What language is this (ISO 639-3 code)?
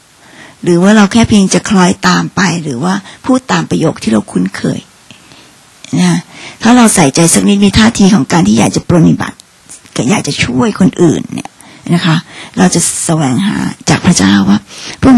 tha